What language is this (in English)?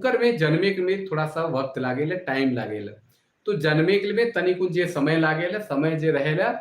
Sadri